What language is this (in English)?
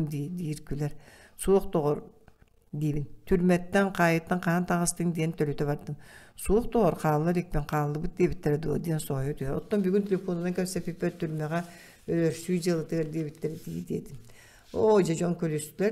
Yakut